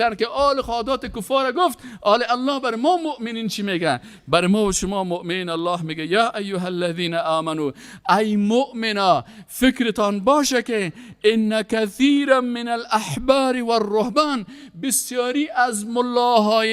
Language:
Persian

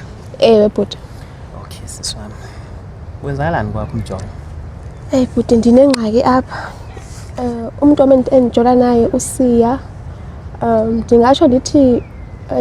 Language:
Zulu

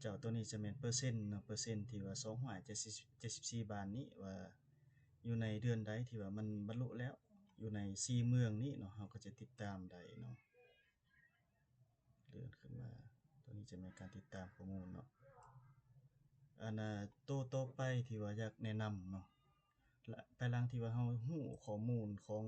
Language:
Lao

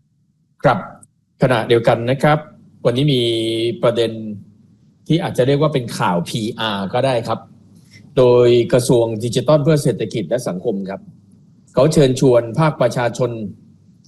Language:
Thai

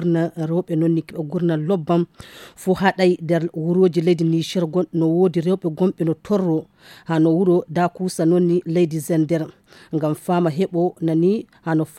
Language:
Fula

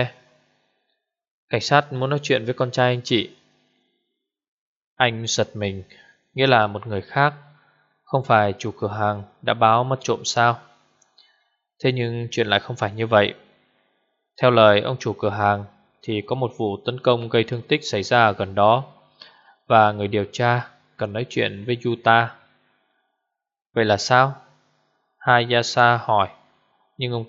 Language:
Vietnamese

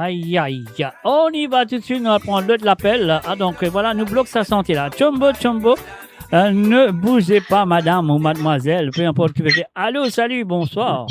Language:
Morisyen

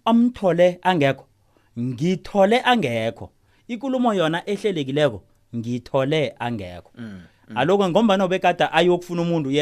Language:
South Ndebele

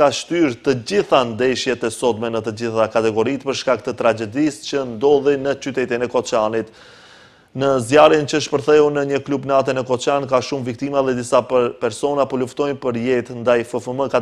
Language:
Albanian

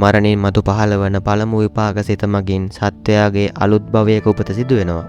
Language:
Sinhala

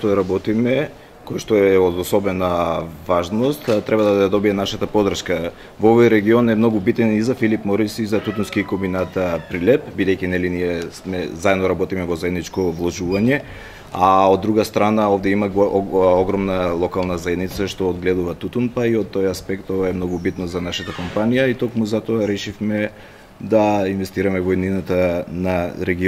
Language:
Macedonian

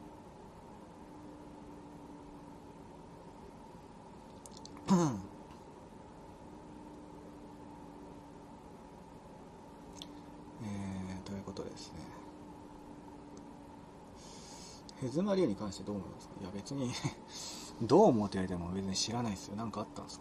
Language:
Japanese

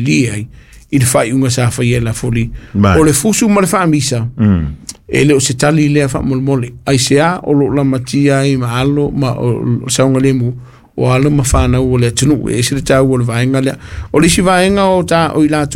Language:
Samoan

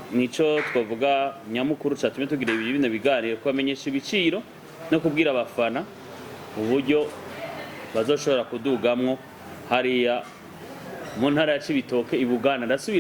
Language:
Rundi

